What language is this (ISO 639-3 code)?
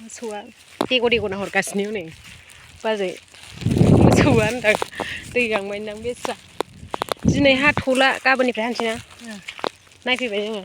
brx